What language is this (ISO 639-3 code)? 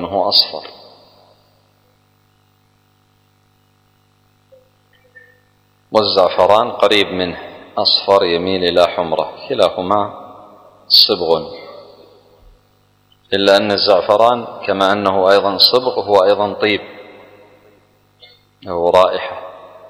ara